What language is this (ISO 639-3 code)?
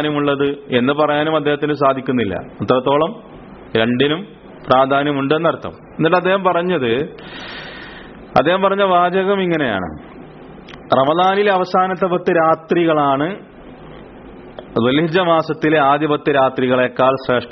mal